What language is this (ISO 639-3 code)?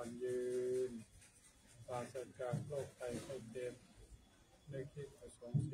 pli